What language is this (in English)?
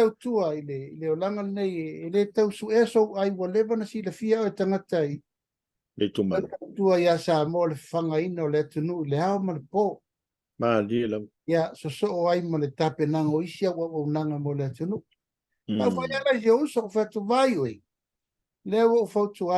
Samoan